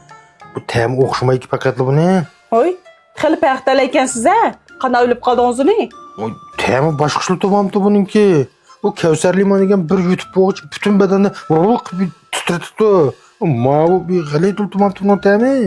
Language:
Uyghur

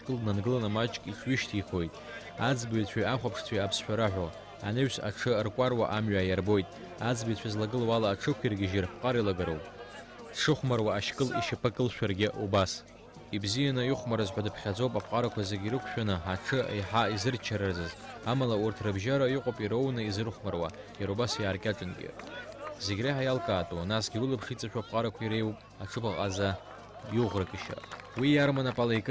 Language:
Abkhazian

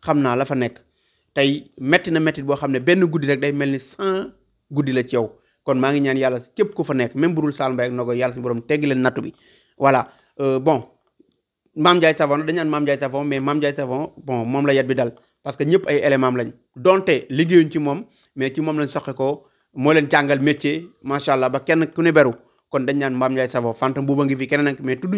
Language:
Wolof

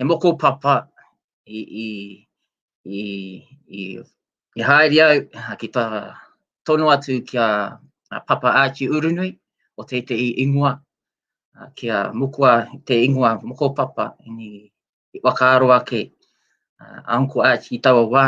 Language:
Māori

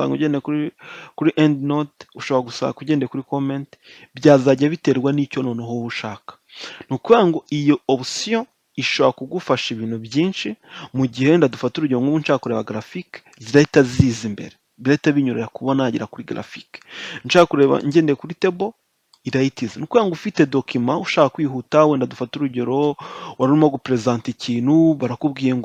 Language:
Kinyarwanda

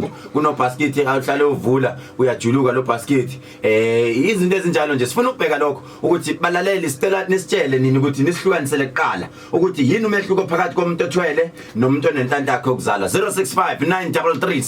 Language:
Zulu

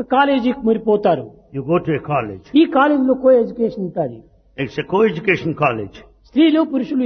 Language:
Telugu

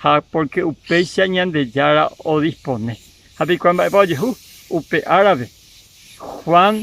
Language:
Guarani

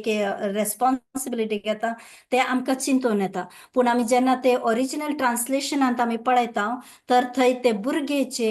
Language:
Konkani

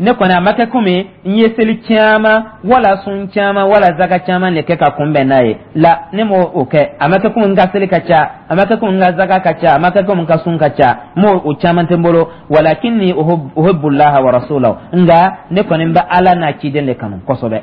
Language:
Dyula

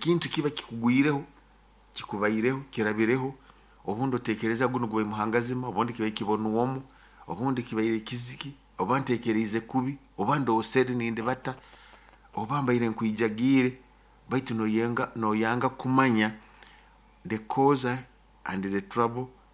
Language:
Nyoro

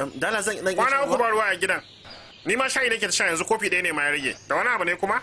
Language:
Hausa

